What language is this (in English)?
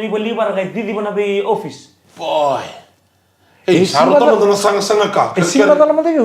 Fijian